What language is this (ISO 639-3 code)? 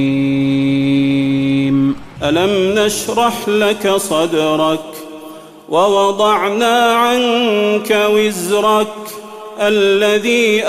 ara